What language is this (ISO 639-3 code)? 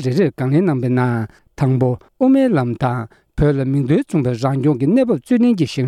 bod